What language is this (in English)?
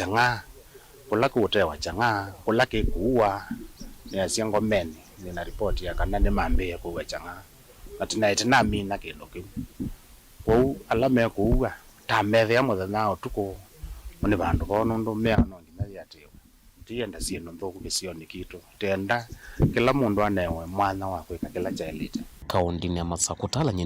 Kamba